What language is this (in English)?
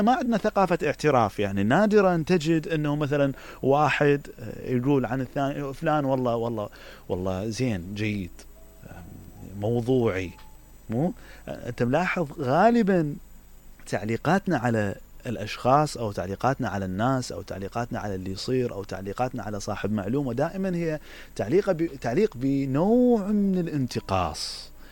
Mesopotamian Arabic